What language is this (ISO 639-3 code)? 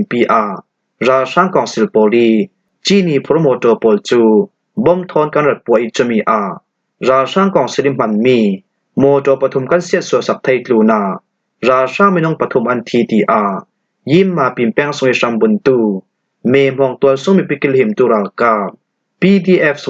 cfm